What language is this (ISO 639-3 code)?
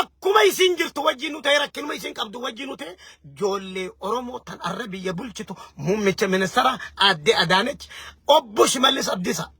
orm